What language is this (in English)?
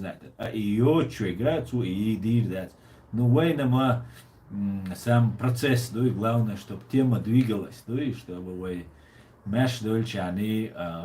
Chechen